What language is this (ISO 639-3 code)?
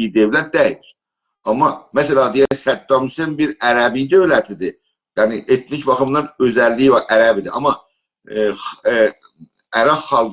azb